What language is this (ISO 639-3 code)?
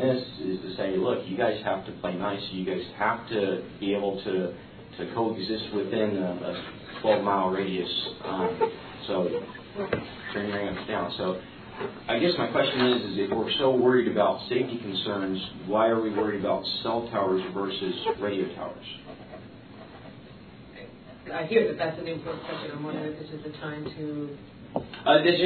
eng